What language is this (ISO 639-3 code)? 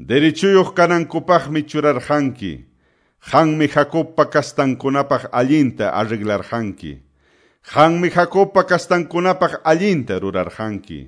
que